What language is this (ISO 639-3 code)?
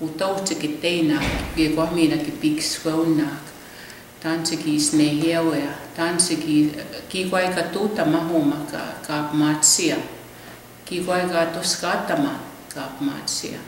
crk